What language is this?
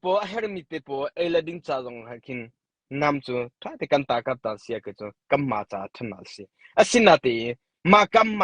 Hakha Chin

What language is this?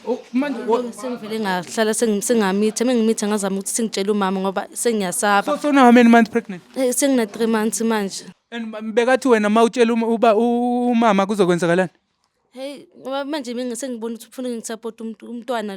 Zulu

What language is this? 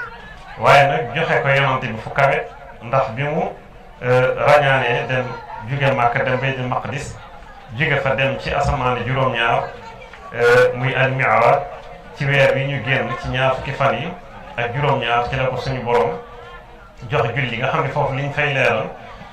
Wolof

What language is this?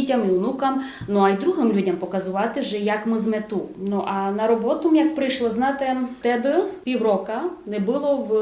Rusyn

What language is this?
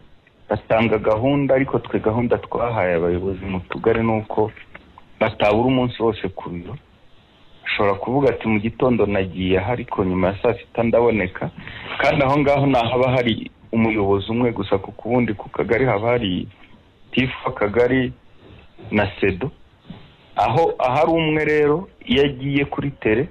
Kinyarwanda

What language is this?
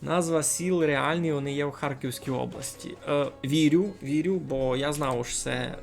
Rusyn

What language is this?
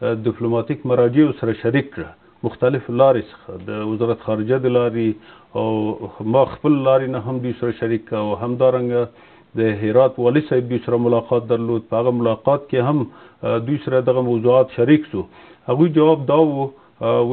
Pashto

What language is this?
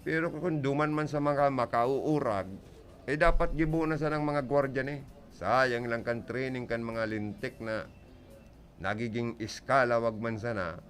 Bikol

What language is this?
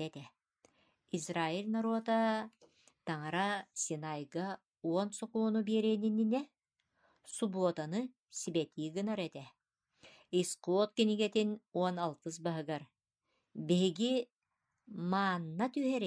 Yakut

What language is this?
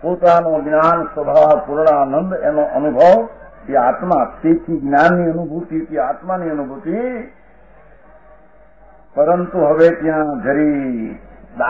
Gujarati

